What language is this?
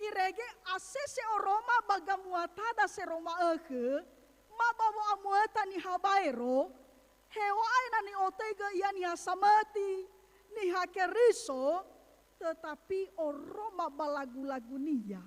Nias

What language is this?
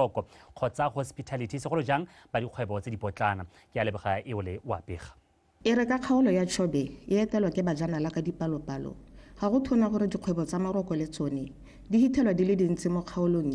Tswana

